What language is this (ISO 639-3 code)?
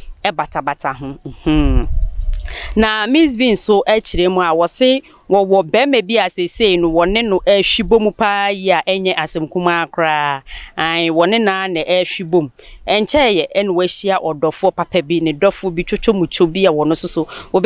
aka